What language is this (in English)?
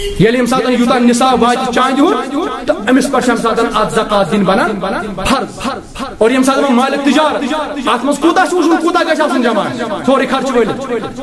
Kashmiri